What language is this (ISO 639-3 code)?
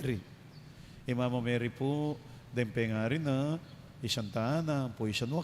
pam